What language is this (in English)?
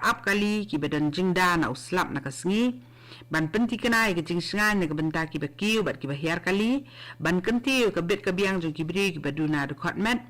Khasi